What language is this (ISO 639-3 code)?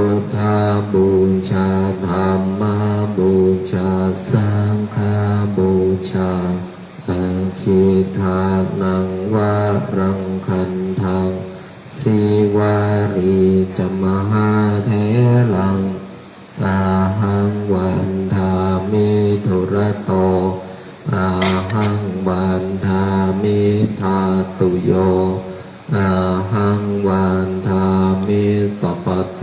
pli